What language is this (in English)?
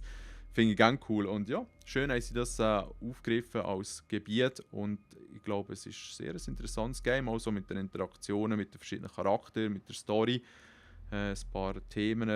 Swiss German